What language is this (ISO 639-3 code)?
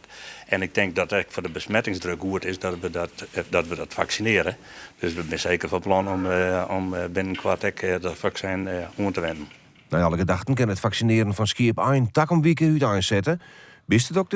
fry